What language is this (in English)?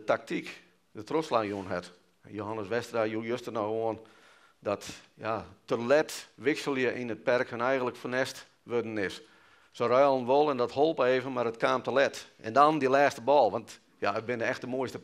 Western Frisian